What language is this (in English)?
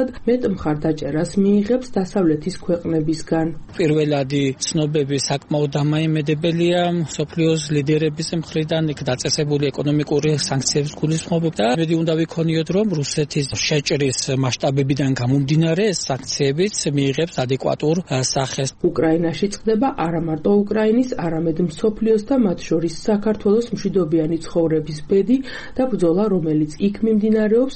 Georgian